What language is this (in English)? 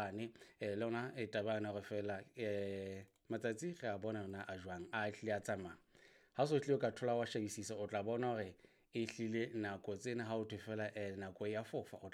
Southern Sotho